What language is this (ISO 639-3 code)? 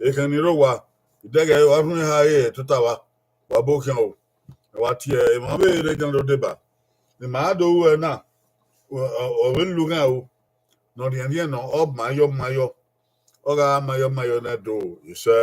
bin